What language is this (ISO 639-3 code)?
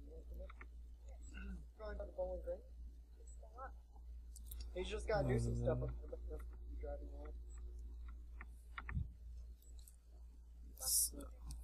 eng